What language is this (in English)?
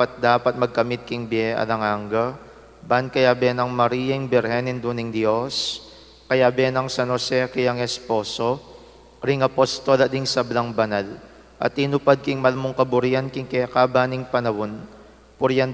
Pampanga